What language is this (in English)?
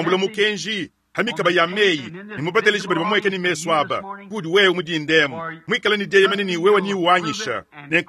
Luba-Lulua